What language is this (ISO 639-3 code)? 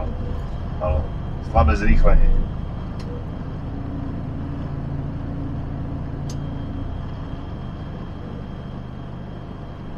slk